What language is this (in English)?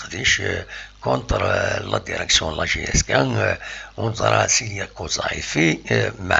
Kabyle